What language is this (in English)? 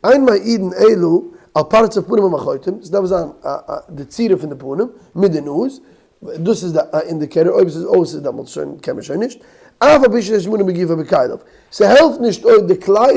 Yiddish